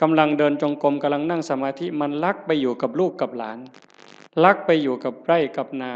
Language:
Northeastern Thai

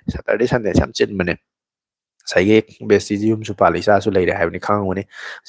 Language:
Manipuri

